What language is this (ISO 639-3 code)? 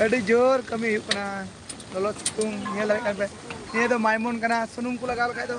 sat